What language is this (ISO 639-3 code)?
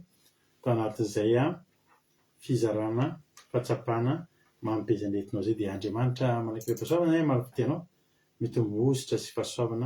mlg